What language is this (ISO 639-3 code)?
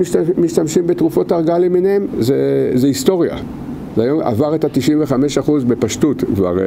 heb